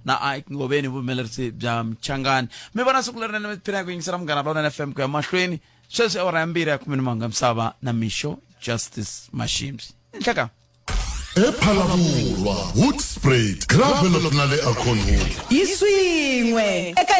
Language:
Tsonga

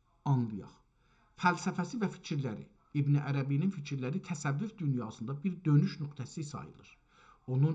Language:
South Azerbaijani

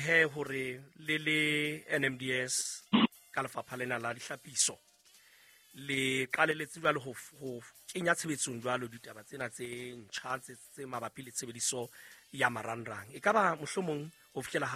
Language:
Southern Sotho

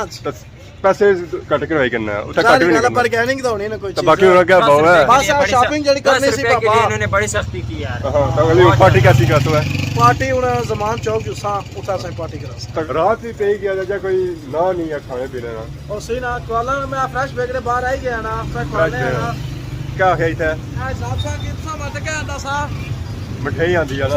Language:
Pahari-Potwari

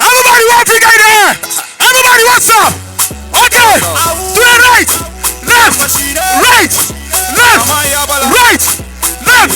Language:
Dagbani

